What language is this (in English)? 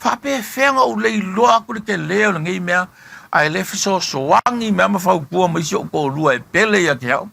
Samoan